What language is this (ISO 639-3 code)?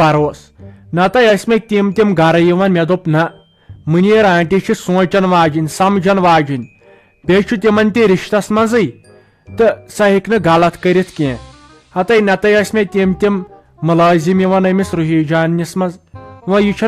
kas